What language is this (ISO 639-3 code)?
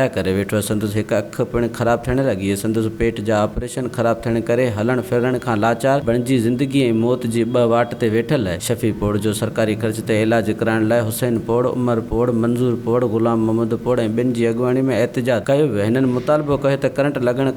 snd